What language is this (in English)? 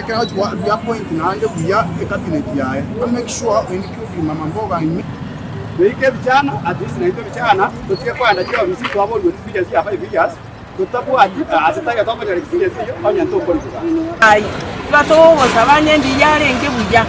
Gusii